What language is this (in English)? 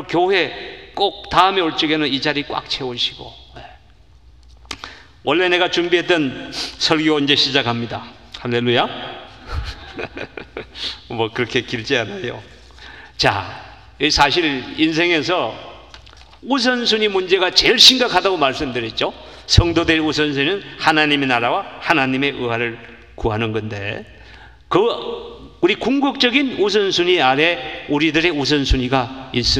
Korean